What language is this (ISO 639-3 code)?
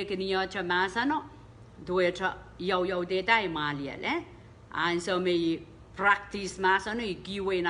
pon